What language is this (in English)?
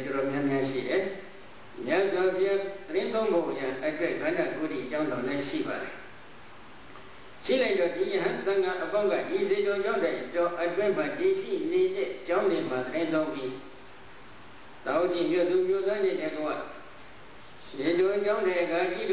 Burmese